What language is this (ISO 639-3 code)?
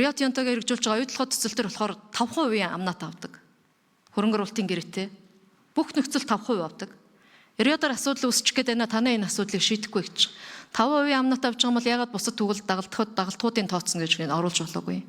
mon